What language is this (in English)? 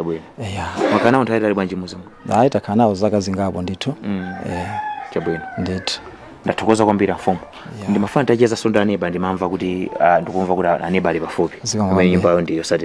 Nyanja